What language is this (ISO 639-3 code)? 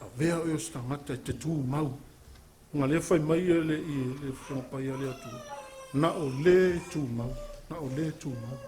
smo